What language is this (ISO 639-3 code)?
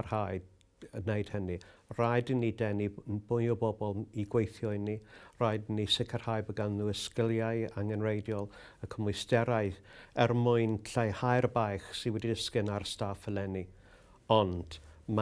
cym